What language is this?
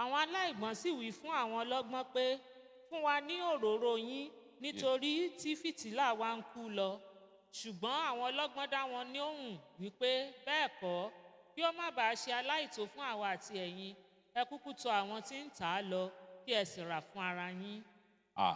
Yoruba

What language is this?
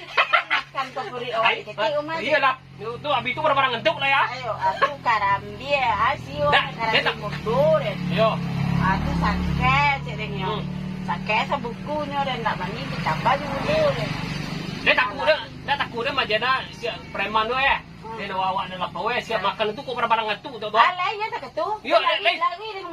Minangkabau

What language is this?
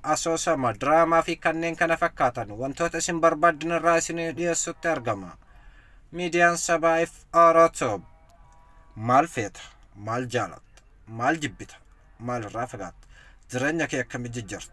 Oromo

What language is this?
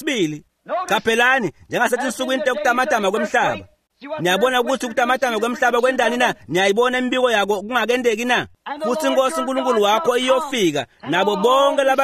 Swati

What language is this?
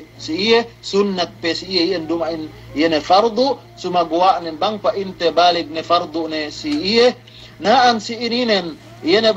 Yakan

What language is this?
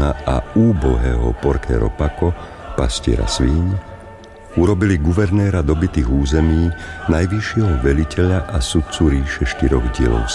Slovak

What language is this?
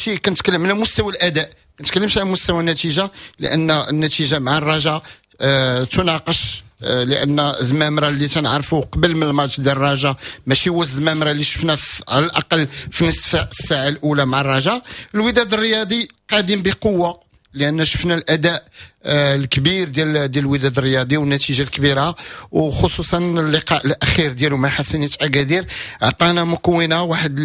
Moroccan Arabic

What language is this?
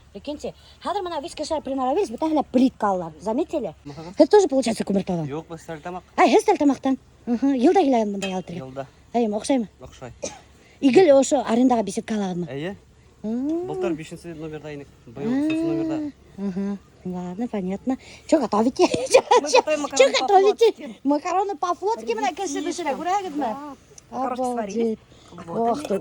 Bashkir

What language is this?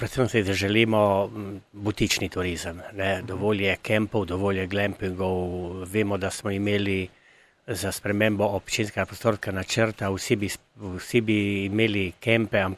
Slovenian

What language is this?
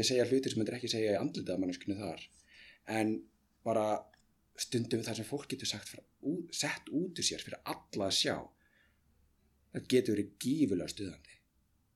Icelandic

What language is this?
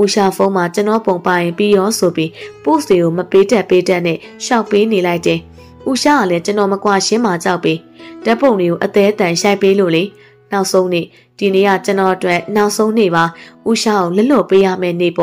Burmese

